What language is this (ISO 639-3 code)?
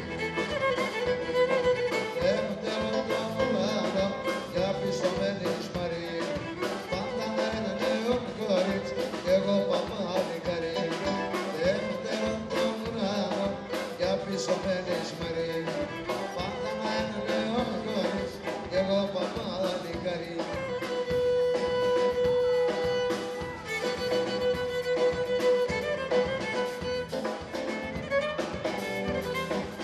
ell